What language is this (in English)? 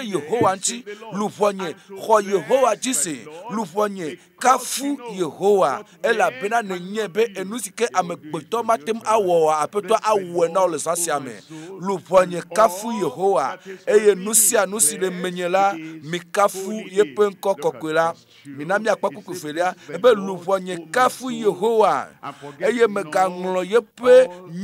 Ewe